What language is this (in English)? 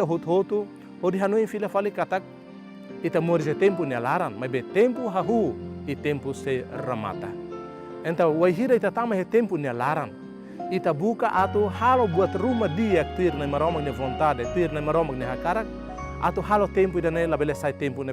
Tetum